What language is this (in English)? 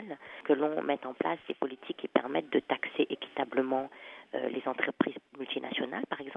French